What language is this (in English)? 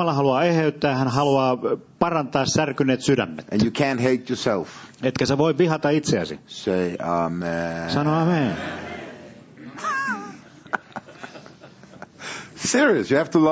Finnish